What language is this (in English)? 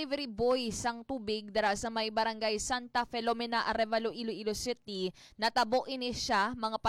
Hiligaynon